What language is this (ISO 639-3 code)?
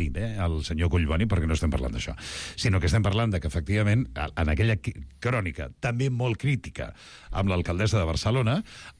cat